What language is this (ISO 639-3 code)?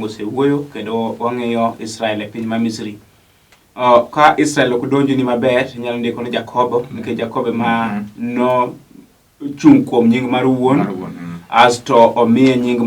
luo